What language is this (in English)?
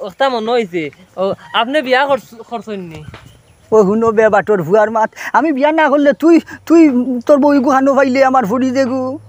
Sylheti